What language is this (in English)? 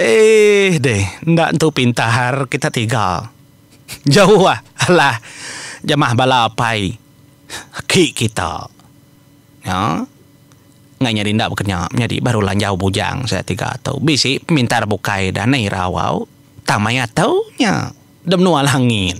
Iban